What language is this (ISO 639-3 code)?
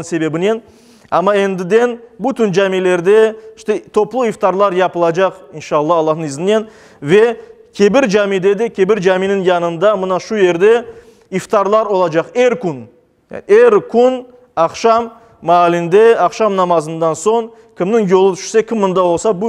crh